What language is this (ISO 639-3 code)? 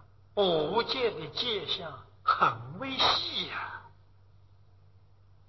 zho